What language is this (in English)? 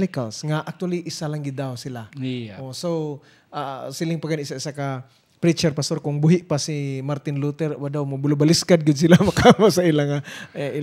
Hiligaynon